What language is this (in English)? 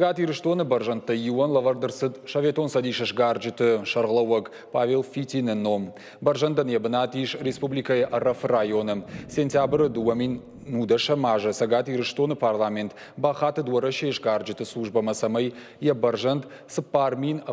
Ossetic